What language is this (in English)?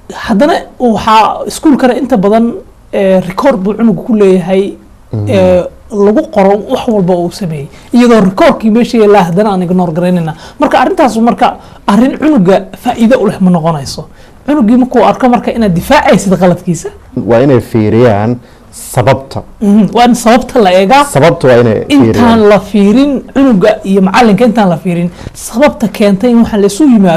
Somali